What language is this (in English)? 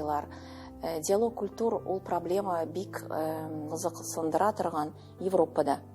Tatar